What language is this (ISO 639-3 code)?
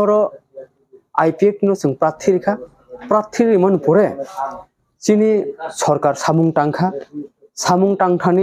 trp